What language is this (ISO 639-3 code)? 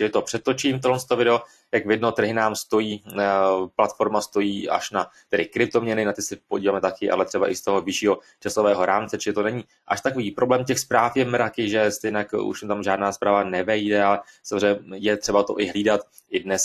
ces